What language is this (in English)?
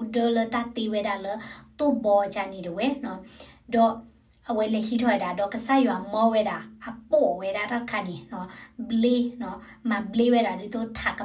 S'gaw Karen